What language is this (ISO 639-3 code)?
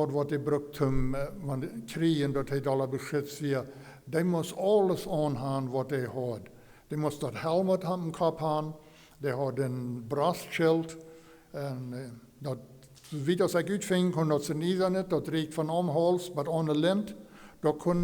pdt